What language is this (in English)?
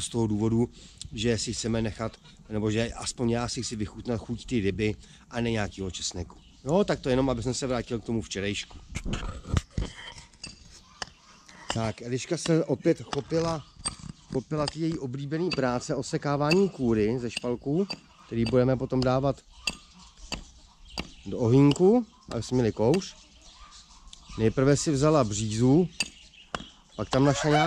Czech